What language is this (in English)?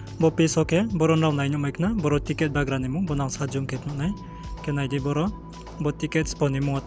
Riang (India)